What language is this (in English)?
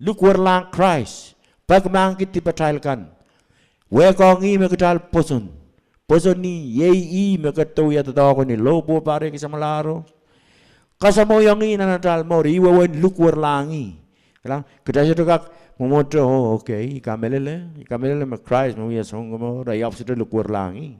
Pohnpeian